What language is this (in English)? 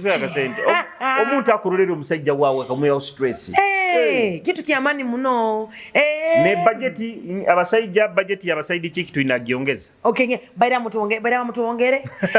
Nyoro